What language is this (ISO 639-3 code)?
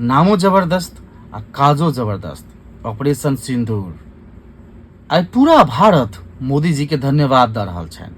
mai